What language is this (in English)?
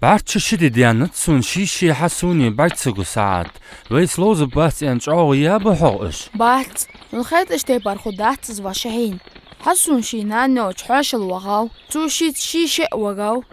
Ingush